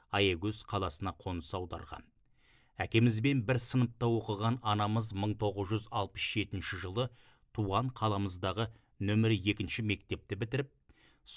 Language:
Kazakh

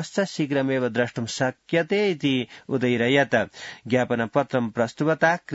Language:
Sanskrit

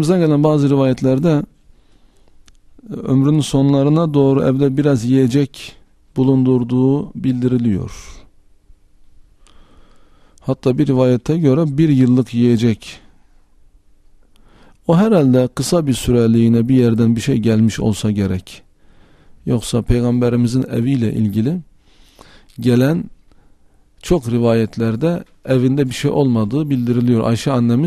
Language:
Turkish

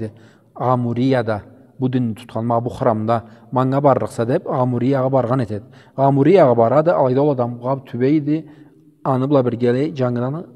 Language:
Karachay-Balkar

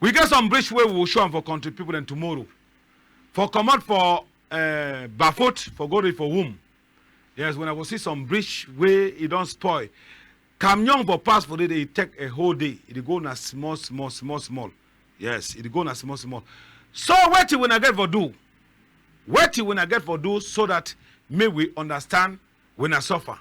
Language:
Cameroon Pidgin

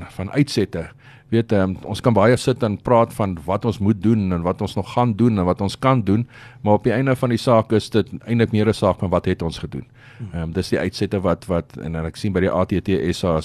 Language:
Afrikaans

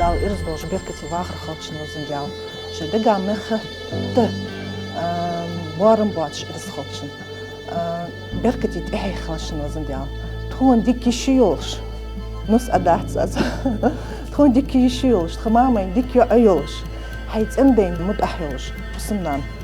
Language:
Ingush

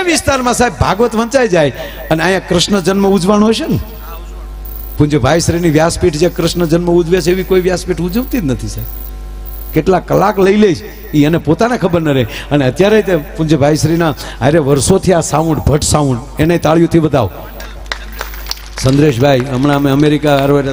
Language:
Gujarati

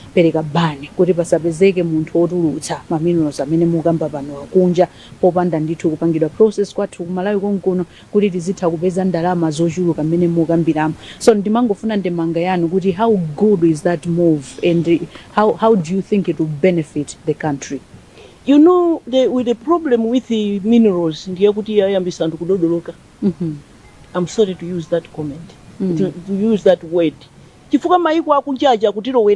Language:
Nyanja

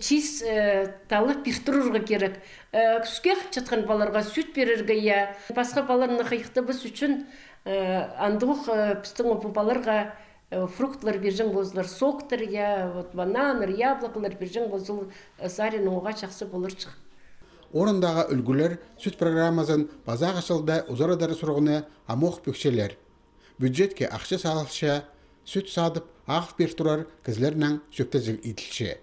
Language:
Khakas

